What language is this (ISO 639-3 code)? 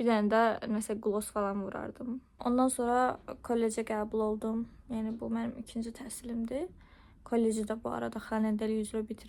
aze